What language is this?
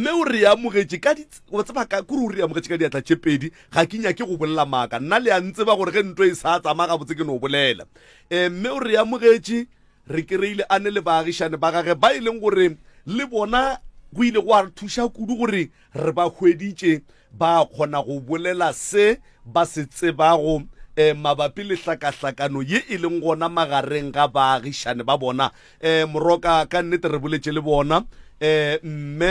Northern Sotho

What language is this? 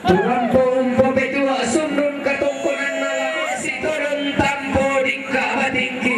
Toraja-Sa'dan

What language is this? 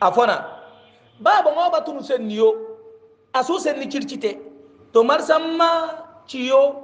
Hausa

